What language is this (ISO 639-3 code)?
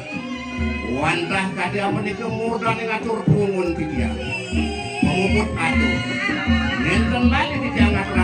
ban